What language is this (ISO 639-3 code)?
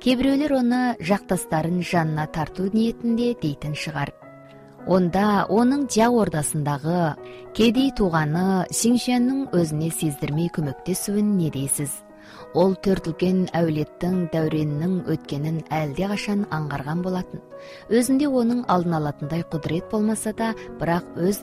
kaz